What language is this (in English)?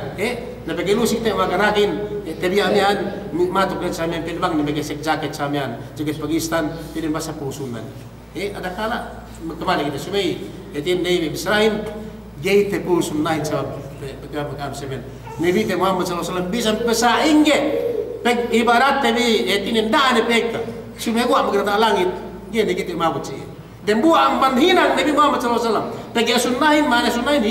Yakan